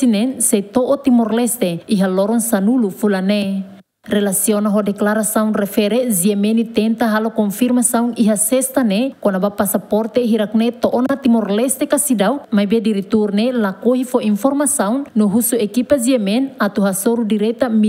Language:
Tetum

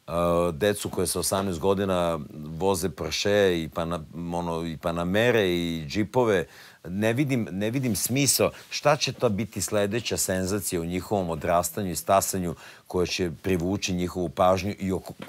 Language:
Serbian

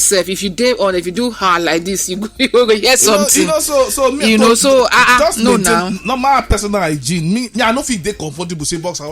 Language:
Nigerian Pidgin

